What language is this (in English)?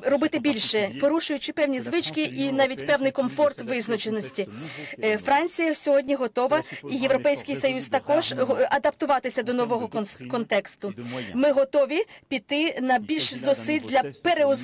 Ukrainian